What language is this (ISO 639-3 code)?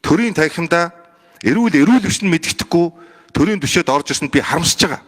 mon